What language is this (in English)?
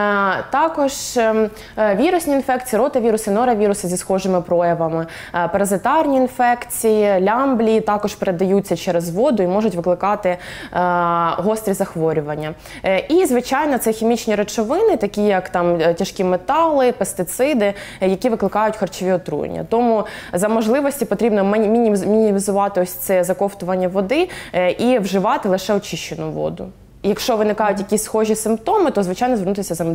Ukrainian